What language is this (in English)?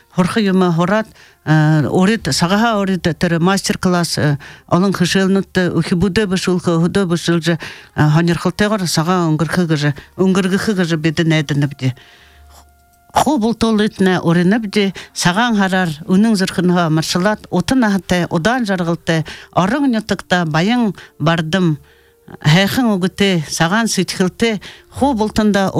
Buriat